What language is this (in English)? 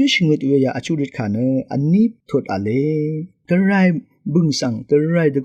Rawang